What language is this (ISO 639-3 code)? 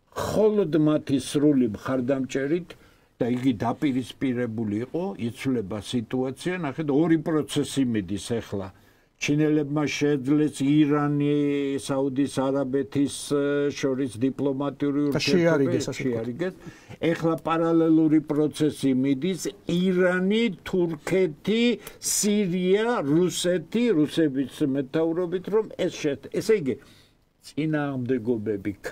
kat